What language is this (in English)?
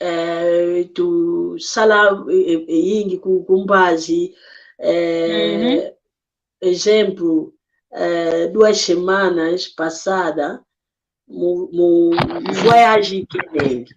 San Salvador Kongo